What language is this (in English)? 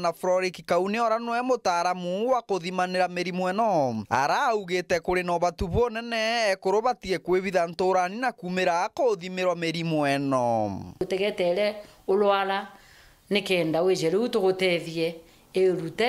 Meru